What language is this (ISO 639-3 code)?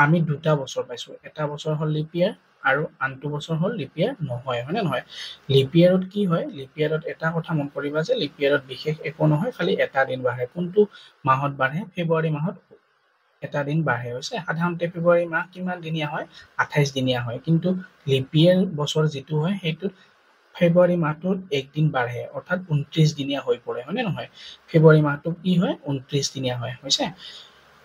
asm